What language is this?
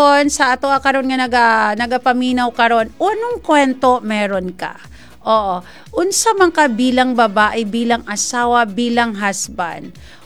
Cebuano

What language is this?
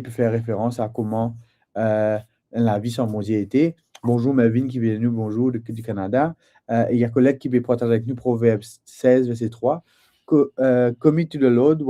Morisyen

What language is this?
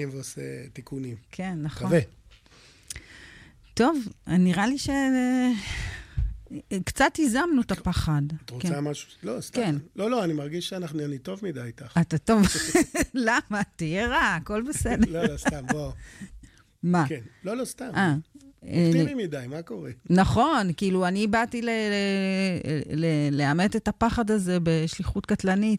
Hebrew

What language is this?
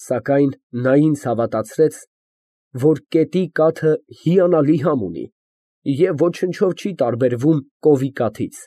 Armenian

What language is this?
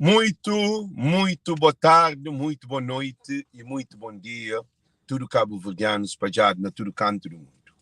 Kabuverdianu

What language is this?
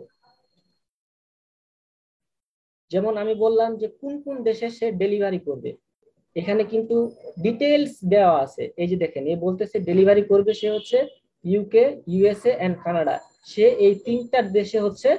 Bangla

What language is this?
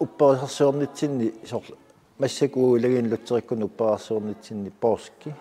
Kalaallisut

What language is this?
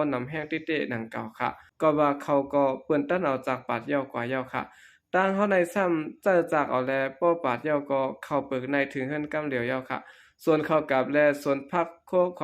Shan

